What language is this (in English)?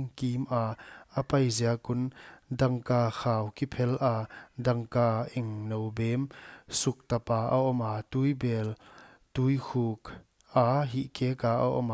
Paite Chin